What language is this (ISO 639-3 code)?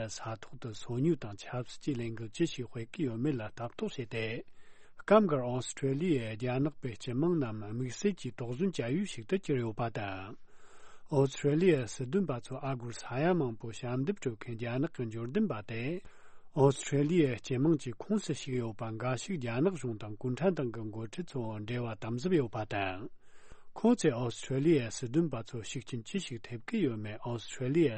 bod